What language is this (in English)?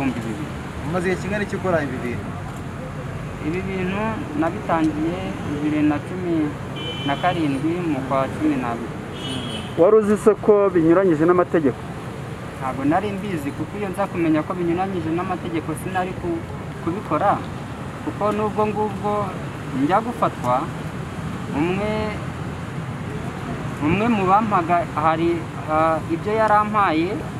Kinyarwanda